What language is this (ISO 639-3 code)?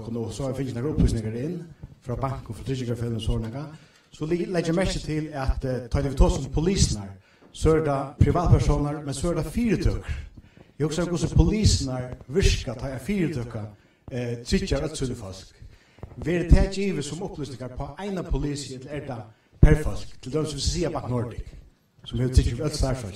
fao